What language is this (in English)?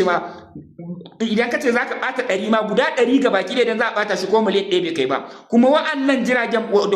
Hausa